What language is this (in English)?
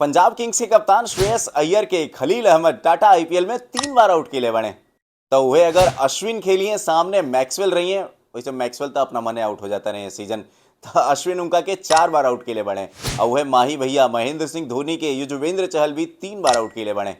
Bhojpuri